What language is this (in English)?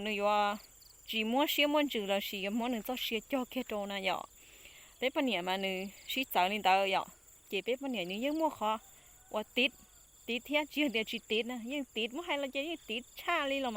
Hmong